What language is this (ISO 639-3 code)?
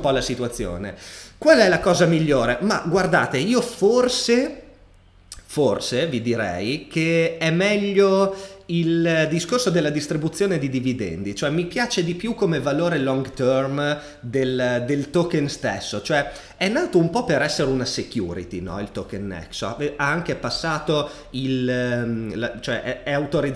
ita